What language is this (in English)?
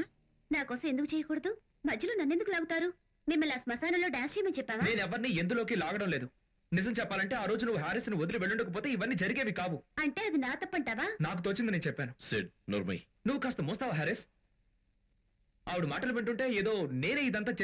Telugu